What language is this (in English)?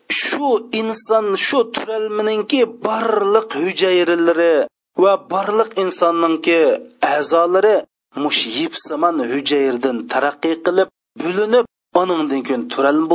Uyghur